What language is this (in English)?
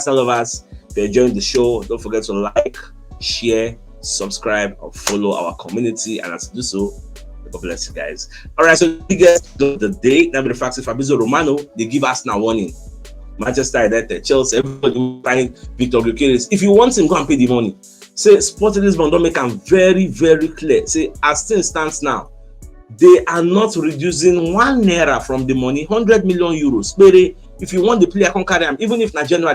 Nigerian Pidgin